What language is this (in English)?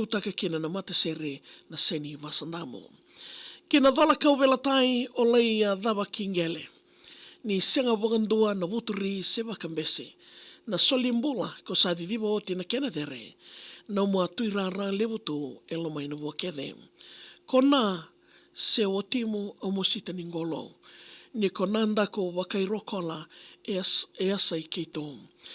Fijian